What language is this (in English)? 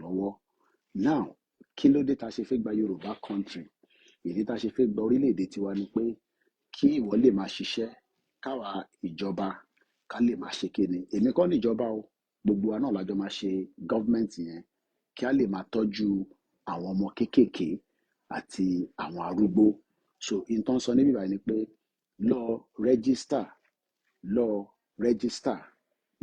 Yoruba